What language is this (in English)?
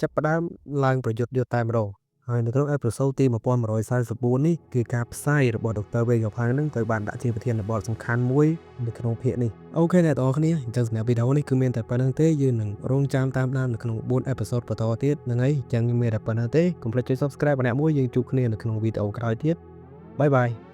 Khmer